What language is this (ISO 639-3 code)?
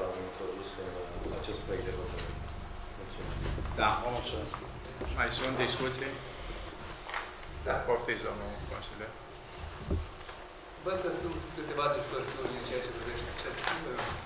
ron